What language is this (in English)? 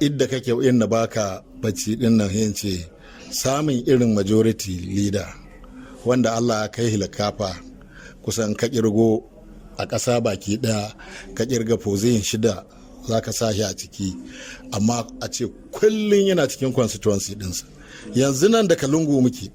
Hausa